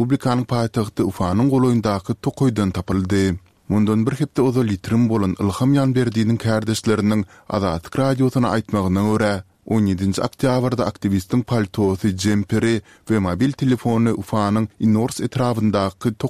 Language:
Turkmen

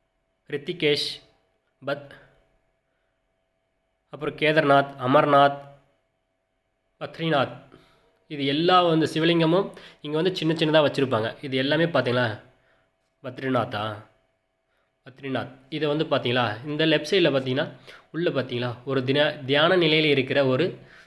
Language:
Tamil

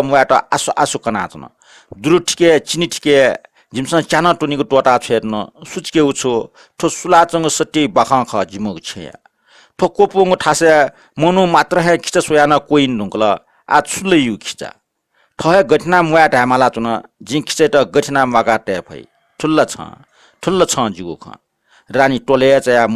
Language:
Newari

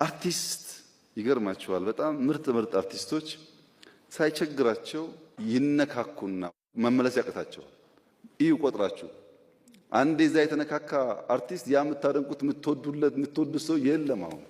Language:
Amharic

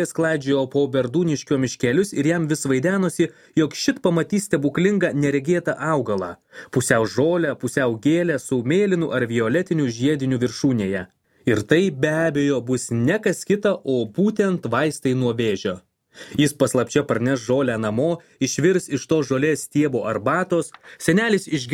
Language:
Lithuanian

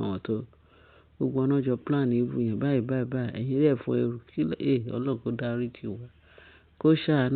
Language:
Yoruba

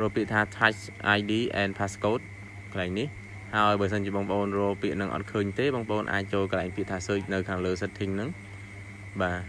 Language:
Khmer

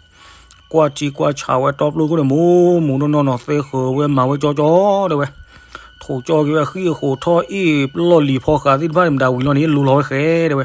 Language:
S'gaw Karen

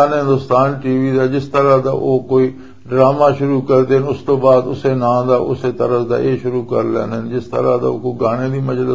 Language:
Western Panjabi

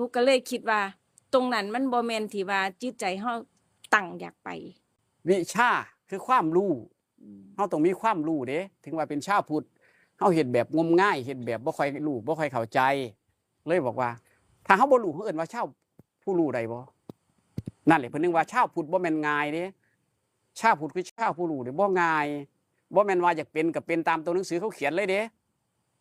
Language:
Northeastern Thai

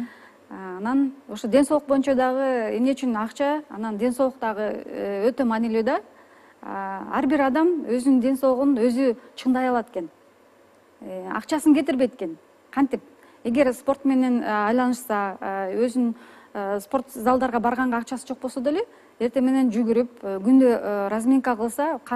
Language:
Kyrgyz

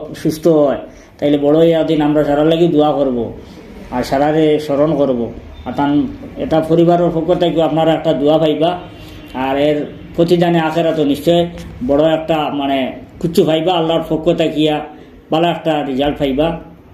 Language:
Sylheti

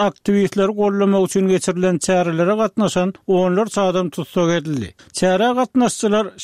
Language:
Turkmen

